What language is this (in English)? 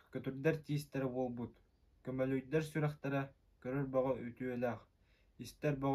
Yakut